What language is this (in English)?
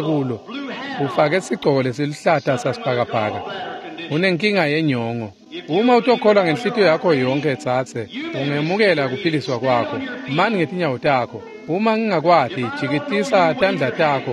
Swati